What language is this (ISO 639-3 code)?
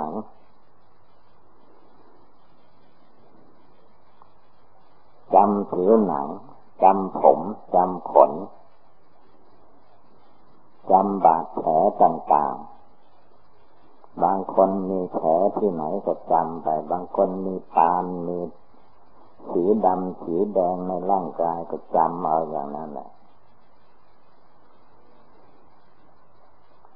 tha